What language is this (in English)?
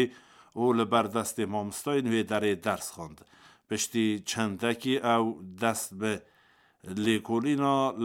Kurdish